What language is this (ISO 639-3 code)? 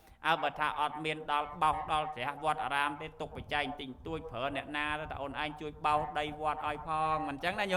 khm